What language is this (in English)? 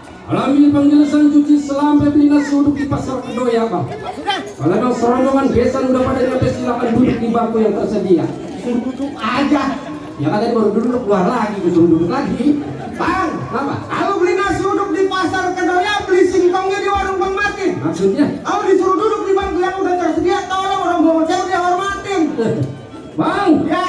Betawi